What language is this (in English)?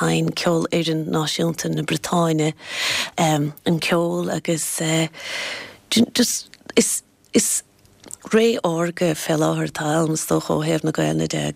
Irish